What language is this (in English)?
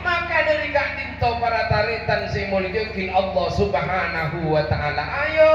Madurese